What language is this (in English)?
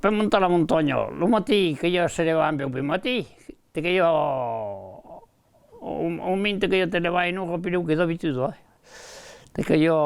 Occitan